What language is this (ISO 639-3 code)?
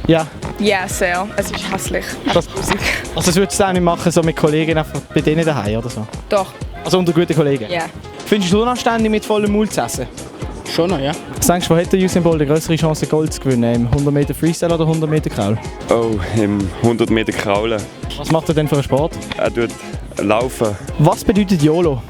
gsw